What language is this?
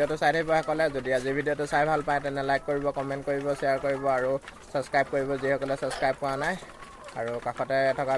Assamese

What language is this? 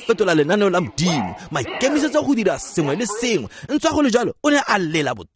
Tswana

